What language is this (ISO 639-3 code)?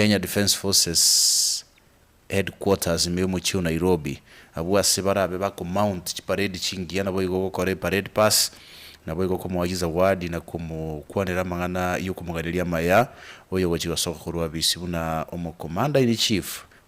guz